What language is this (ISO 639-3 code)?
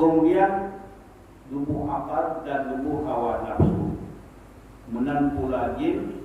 ace